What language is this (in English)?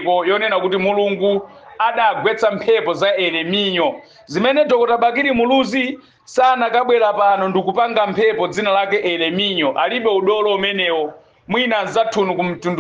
Nyanja